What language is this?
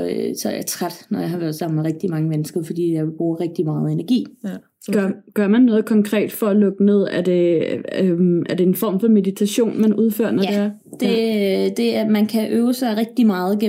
Danish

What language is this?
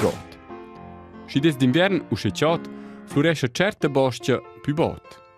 Romansh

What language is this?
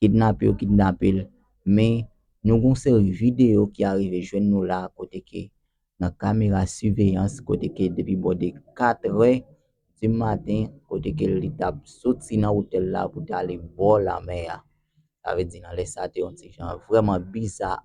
Haitian Creole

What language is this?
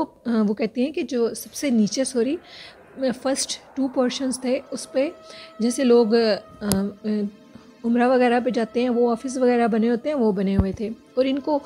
Hindi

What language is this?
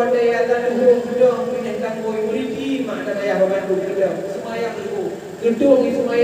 Achinese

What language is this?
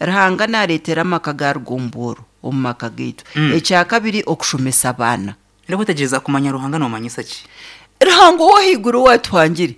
Nyankole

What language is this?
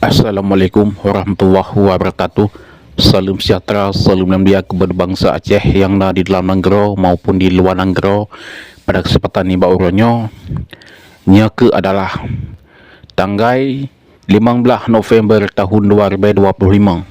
Achinese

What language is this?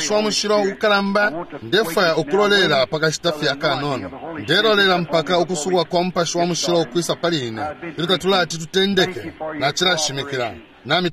Bemba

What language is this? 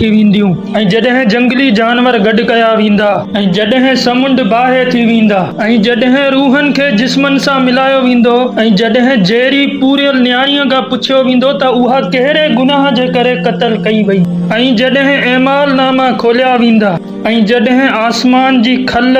Sindhi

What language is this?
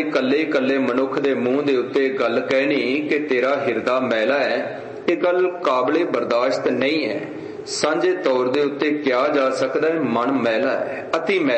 Punjabi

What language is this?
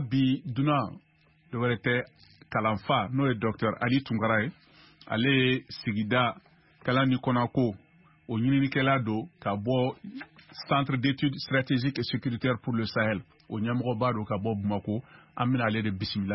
Bambara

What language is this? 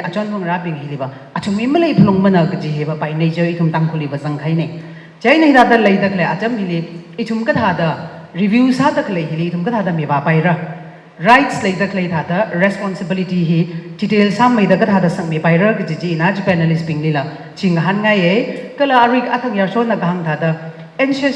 Tangkhul Naga (India)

